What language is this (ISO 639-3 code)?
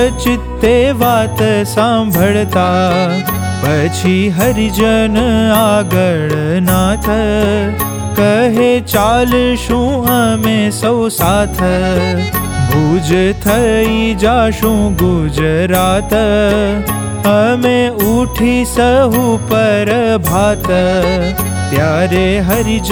guj